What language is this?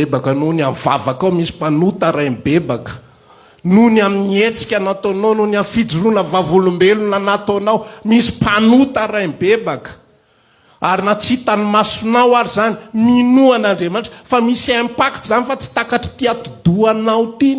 Malagasy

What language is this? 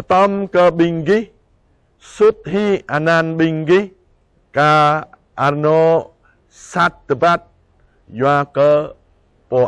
Jarai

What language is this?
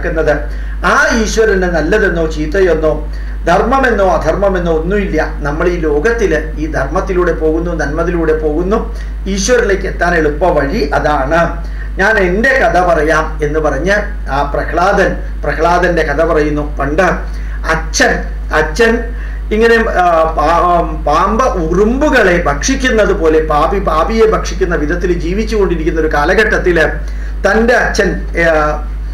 Malayalam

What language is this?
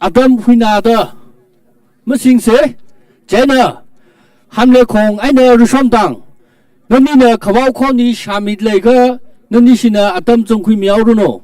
Tangkhul Naga (India)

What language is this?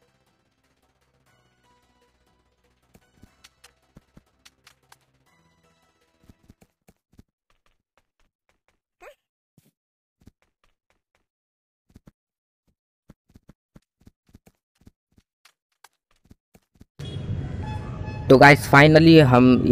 Hindi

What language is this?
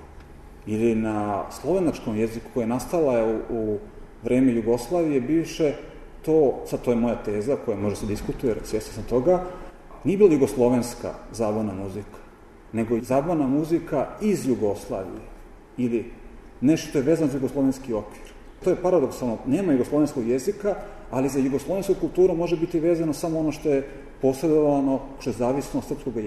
Serbian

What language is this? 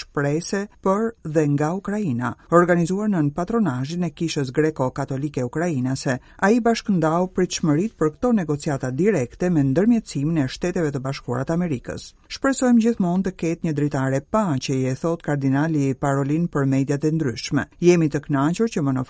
Albanian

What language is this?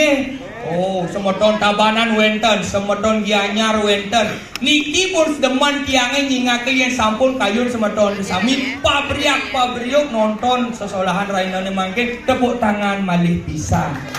Balinese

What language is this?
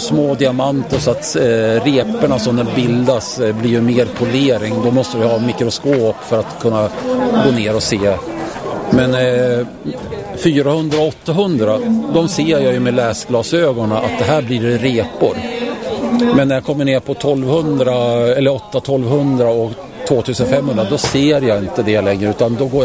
Swedish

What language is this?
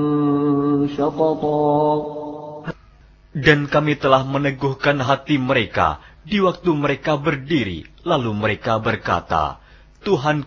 Indonesian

